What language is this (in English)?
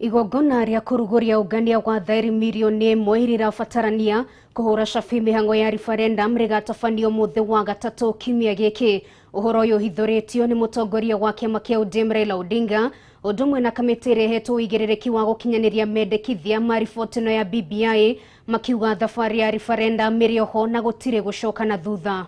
Kikuyu